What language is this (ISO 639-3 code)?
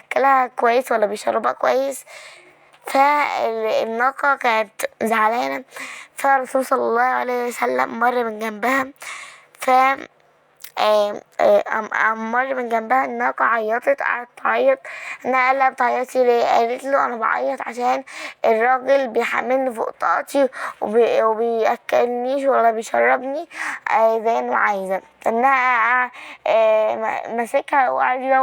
arz